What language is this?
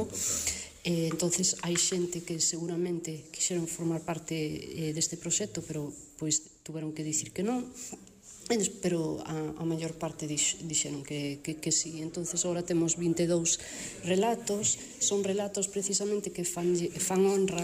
Galician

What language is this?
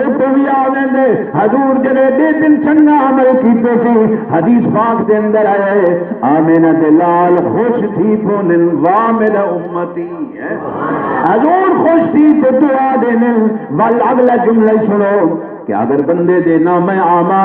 Saraiki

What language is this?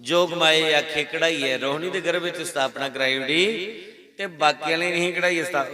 Dogri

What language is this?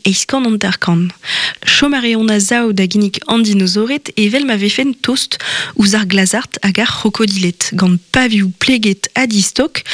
Breton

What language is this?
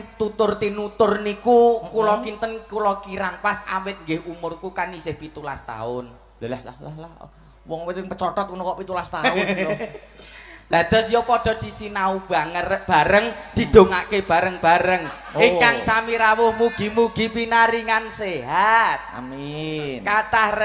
Javanese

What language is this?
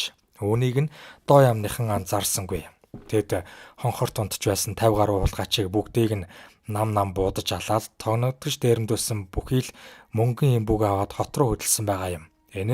Mongolian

